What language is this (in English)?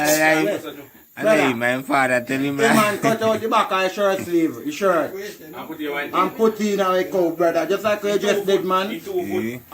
Jamaican Creole English